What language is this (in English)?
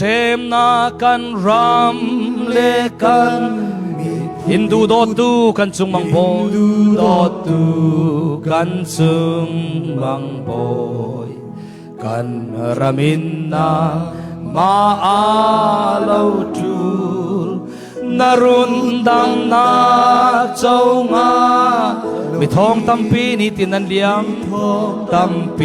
Falam Chin